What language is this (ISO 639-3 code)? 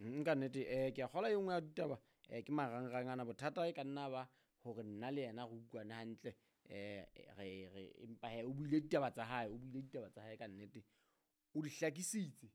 sot